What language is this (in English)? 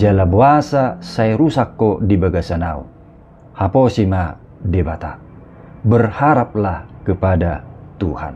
Batak Toba